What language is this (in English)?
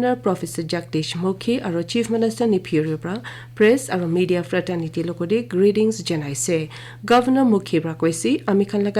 Naga Pidgin